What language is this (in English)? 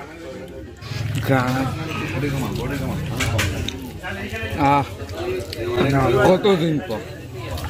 Bangla